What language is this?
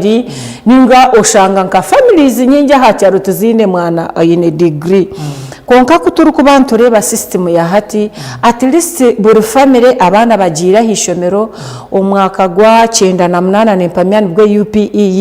Nyankole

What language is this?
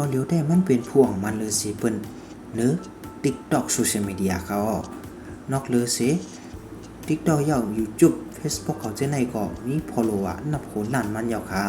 Shan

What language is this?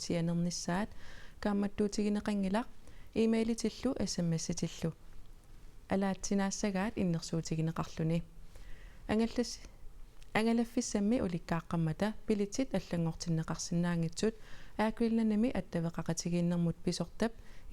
Kalaallisut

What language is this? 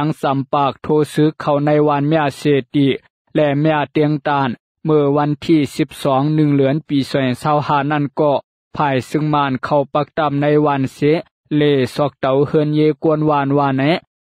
Shan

